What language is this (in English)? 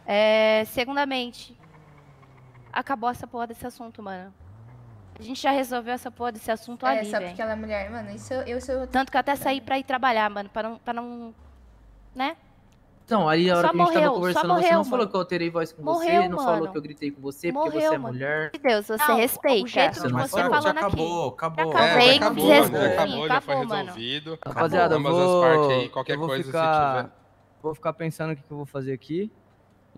Portuguese